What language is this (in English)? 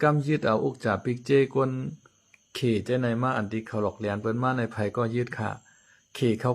Shan